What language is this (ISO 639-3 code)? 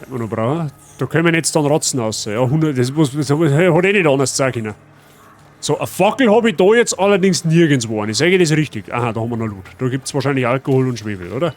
bar